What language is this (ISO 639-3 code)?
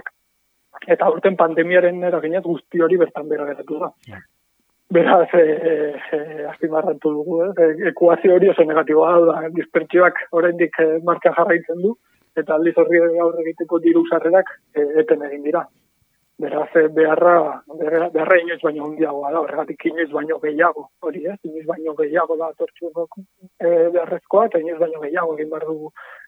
eus